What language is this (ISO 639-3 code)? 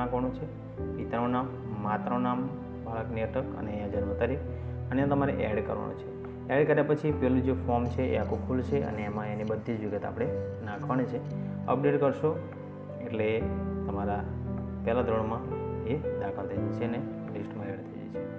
guj